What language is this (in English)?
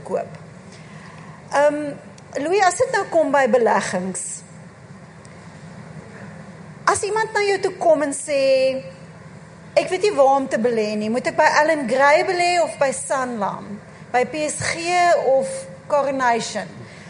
Afrikaans